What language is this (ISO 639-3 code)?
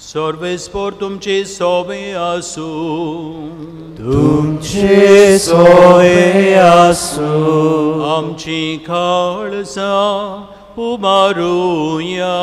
kok